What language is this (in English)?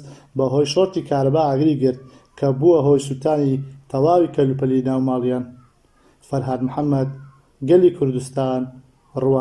Central Kurdish